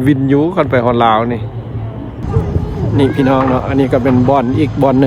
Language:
Lao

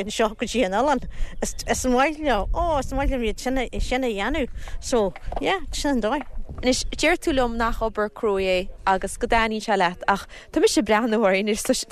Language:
Irish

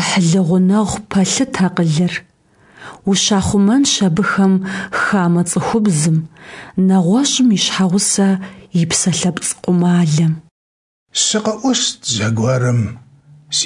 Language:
Kabardian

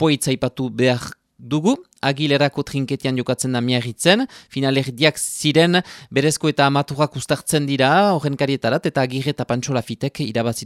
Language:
Basque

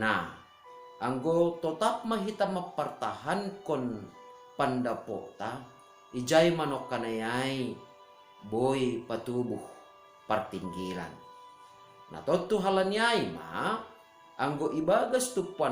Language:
Batak Simalungun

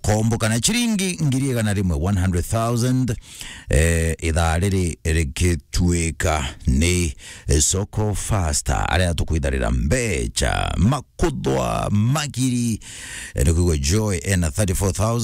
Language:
Meru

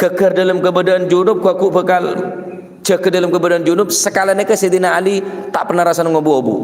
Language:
Madurese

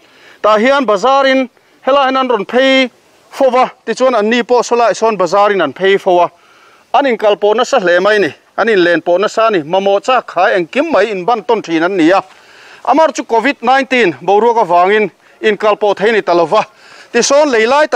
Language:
Mizo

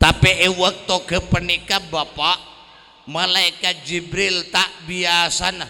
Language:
Madurese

